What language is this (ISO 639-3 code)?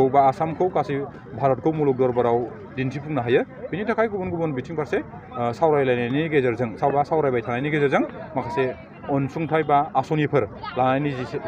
brx